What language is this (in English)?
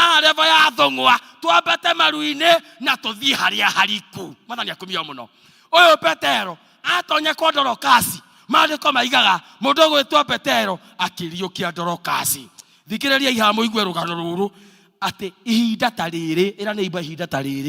Kikuyu